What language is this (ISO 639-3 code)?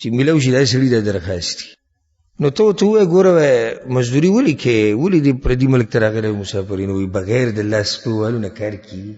pus